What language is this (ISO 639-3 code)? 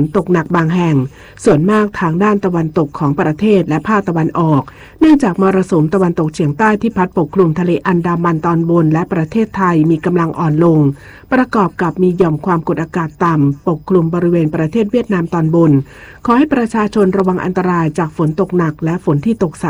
tha